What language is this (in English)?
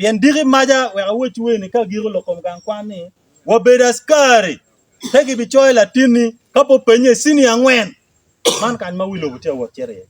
Acoli